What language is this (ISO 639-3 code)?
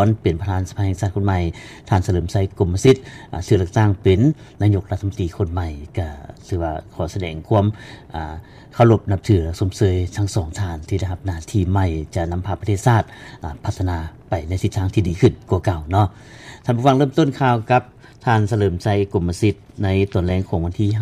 lao